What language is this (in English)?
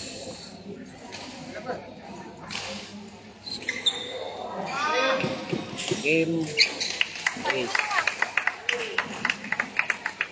Malay